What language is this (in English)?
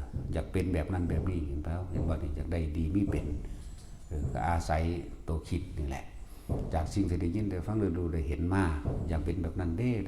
Northeastern Thai